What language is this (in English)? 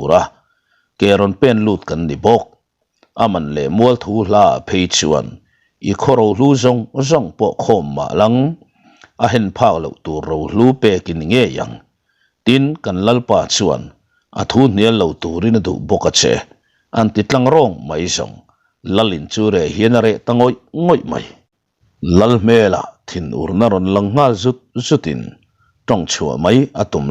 Mizo